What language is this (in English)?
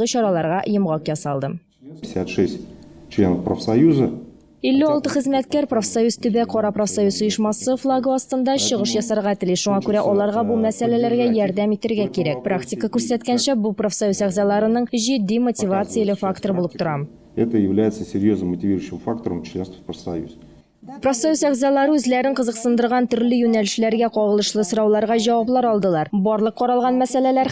Tatar